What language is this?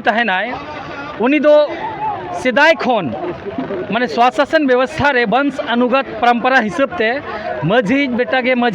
Santali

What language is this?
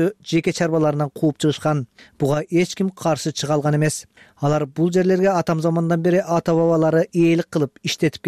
Kyrgyz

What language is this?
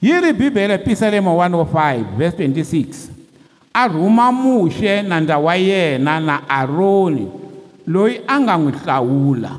Tsonga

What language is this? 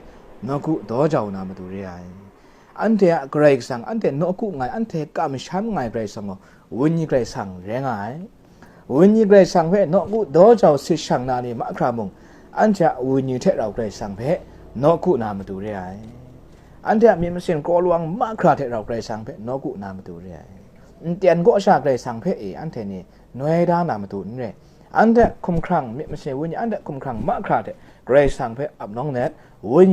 Kachin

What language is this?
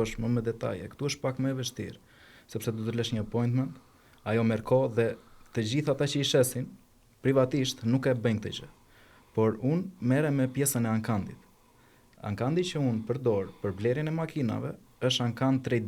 Albanian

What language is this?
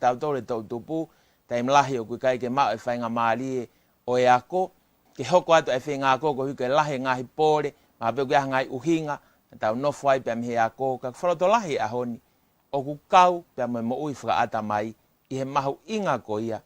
Tongan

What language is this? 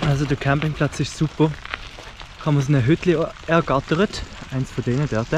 Swiss German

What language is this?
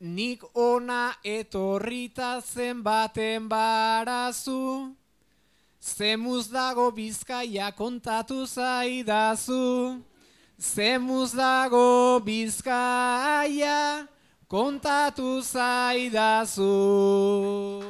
Basque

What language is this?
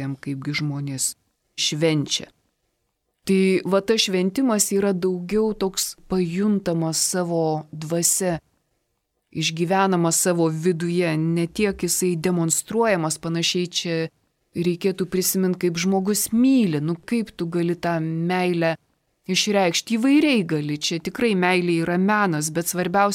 Lithuanian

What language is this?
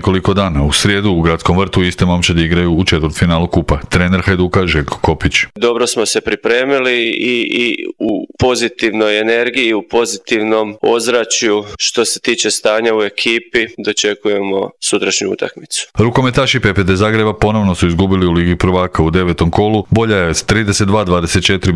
Croatian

